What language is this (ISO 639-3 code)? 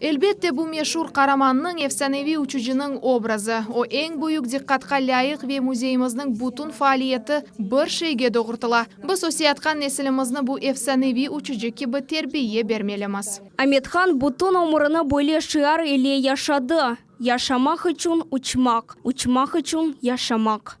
crh